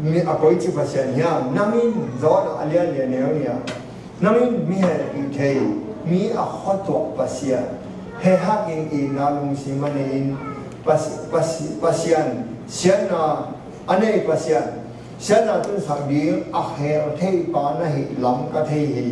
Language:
Tedim Chin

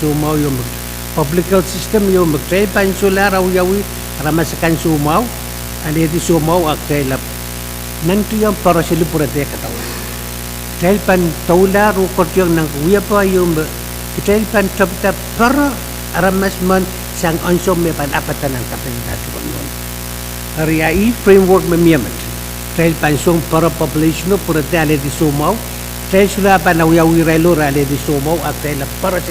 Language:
Pohnpeian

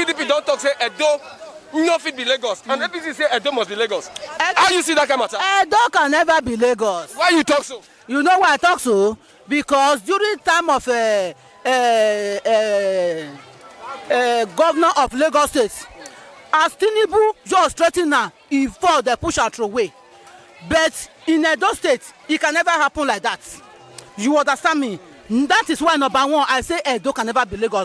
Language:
Nigerian Pidgin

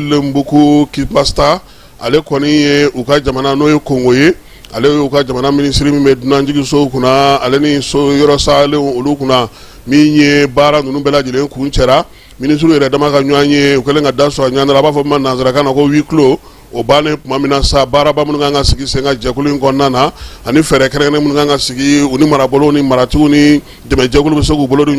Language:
Bambara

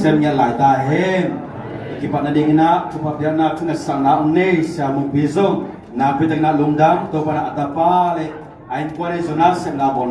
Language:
Tedim Chin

